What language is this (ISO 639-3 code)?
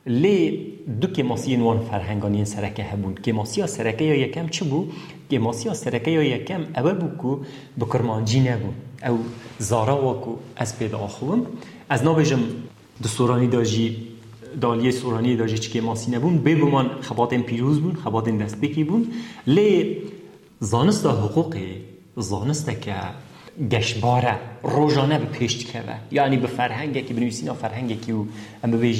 kur